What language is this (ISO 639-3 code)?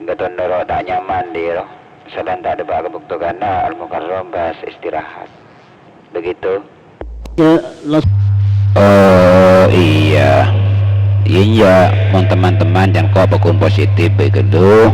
mad